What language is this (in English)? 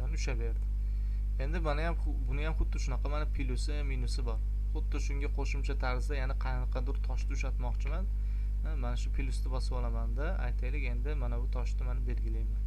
Uzbek